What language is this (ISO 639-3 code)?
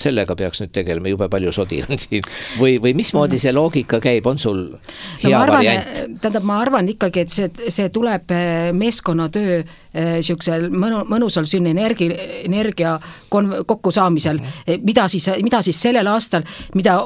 est